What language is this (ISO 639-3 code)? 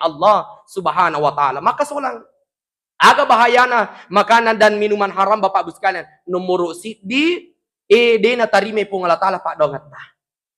bug